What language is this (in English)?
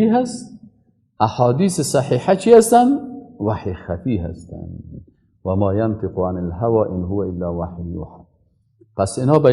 Persian